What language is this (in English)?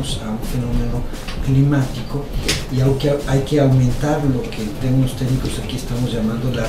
Spanish